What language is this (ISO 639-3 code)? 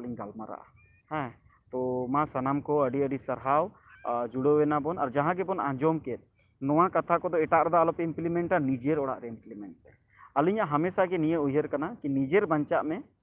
sat